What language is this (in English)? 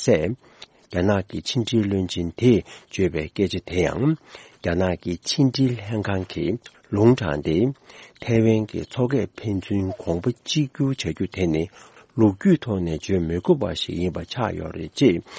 Tibetan